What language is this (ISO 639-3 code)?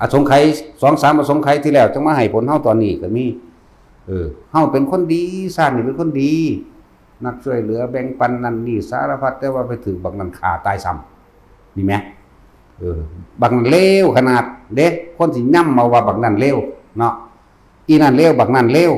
tts